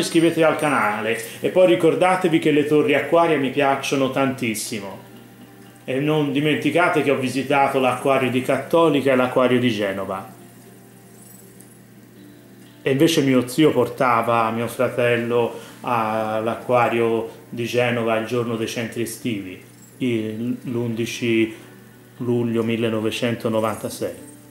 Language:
Italian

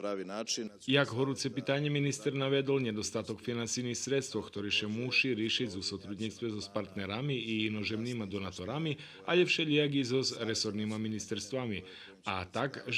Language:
Rusyn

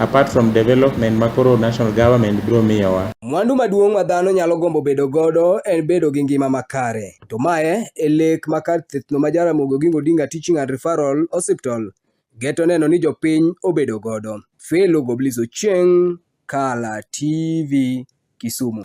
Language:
Luo (Kenya and Tanzania)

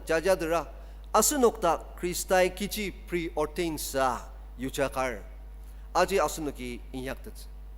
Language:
Ao Naga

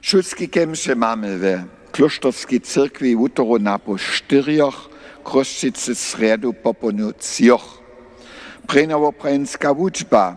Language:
Upper Sorbian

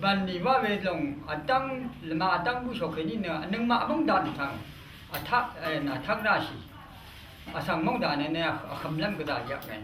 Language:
Rawang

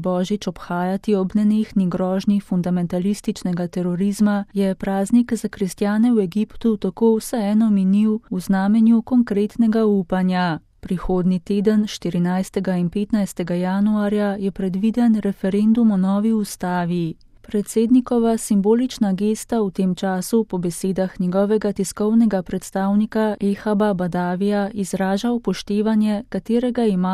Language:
Slovenian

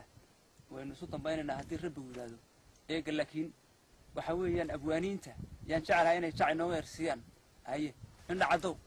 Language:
Somali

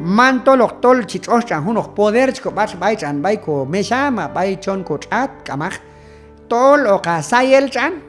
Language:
Q'anjob'al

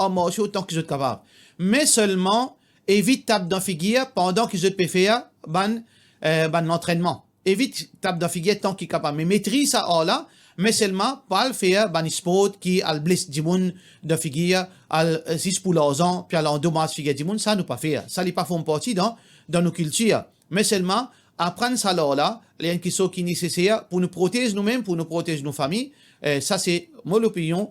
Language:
Morisyen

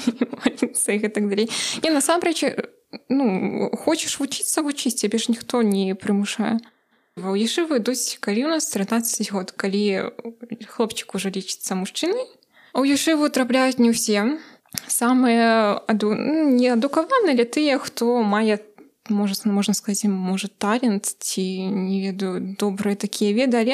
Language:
Belarusian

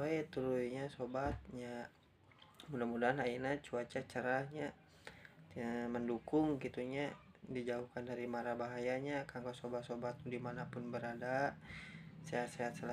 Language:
Sundanese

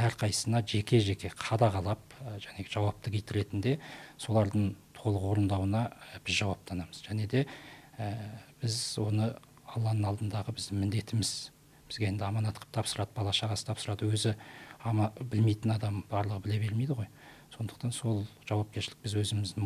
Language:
Kazakh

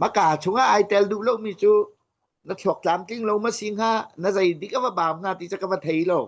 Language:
Hakha Chin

